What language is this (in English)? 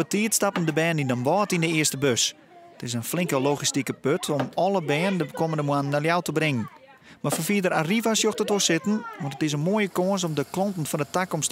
Western Frisian